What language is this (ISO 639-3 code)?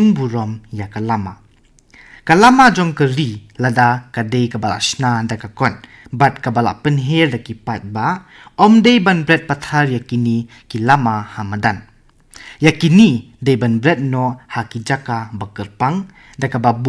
kha